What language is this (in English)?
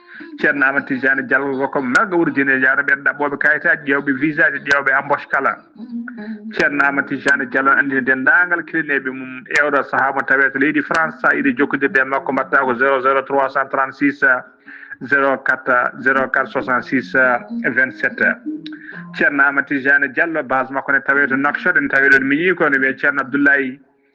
Fula